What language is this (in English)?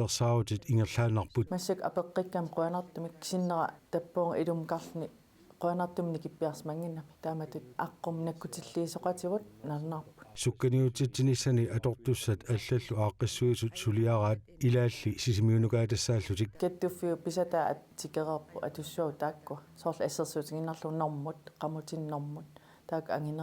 Kalaallisut